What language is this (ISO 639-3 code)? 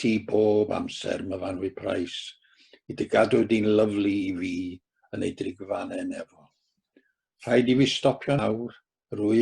cym